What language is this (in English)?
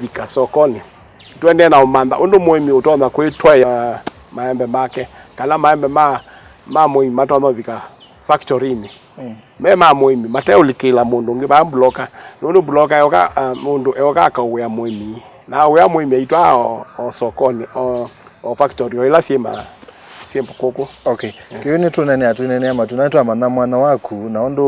Kamba